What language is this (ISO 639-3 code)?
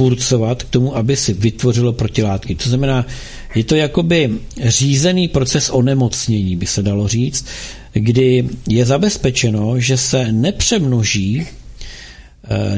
ces